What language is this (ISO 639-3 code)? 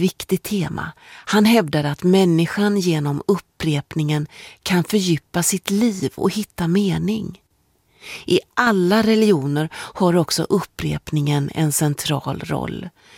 swe